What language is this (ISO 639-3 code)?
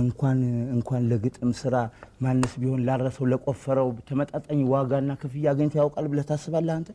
amh